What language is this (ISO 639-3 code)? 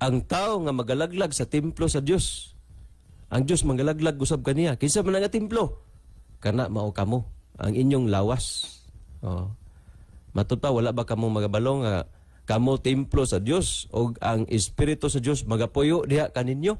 ceb